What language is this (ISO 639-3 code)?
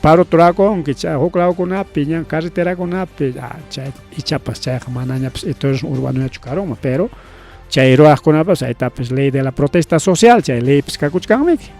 quy